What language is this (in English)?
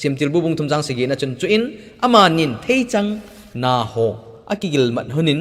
Thado Chin